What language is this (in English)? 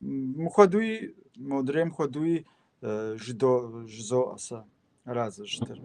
Kabardian